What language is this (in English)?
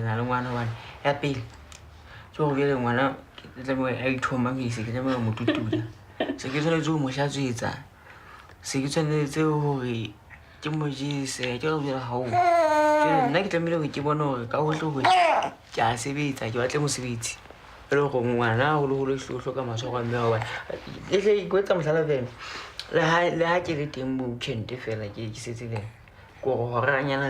Southern Sotho